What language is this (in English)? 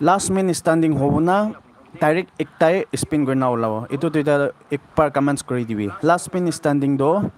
Naga Pidgin